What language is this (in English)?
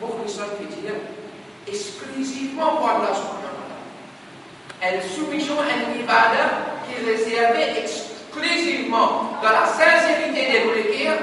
Morisyen